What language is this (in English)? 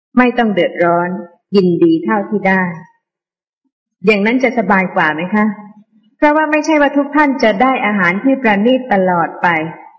Thai